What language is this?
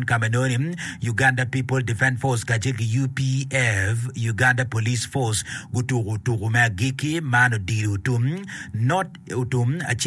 Acoli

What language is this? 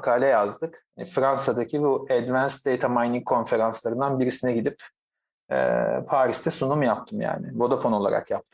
Turkish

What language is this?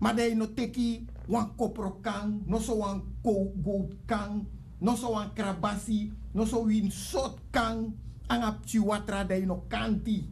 Sranan Tongo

